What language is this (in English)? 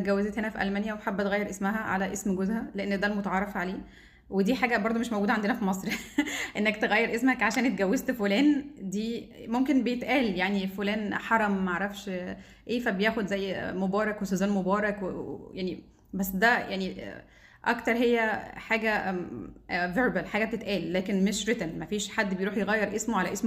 Egyptian Arabic